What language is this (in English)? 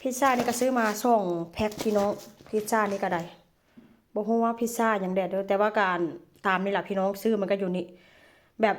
Northeastern Thai